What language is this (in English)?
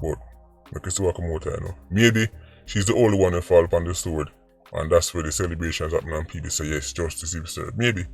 Jamaican Creole English